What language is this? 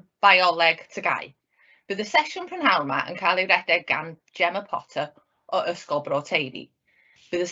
Welsh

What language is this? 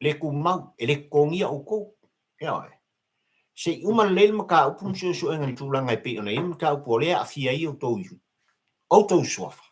Samoan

